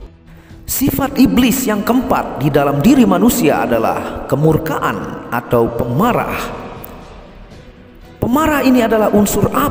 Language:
Indonesian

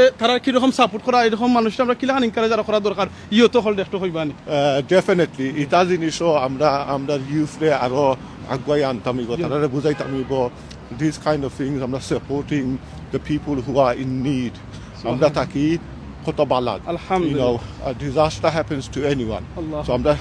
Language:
Sylheti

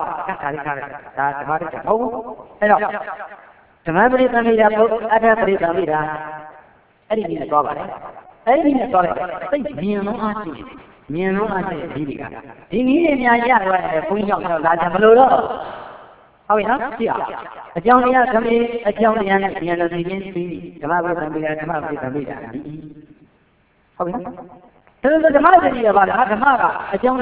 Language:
Burmese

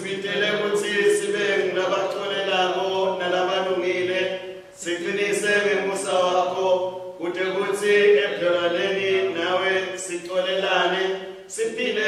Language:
Swati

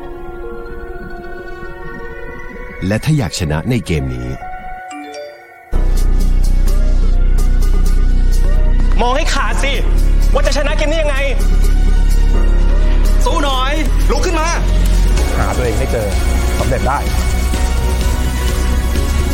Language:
Thai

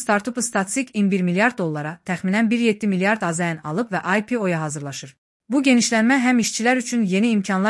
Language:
Azerbaijani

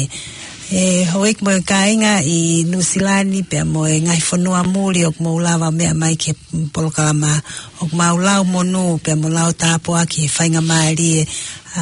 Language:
Tongan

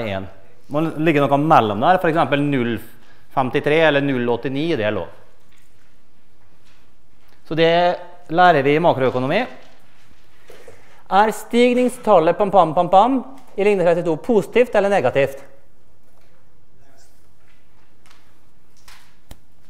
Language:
Norwegian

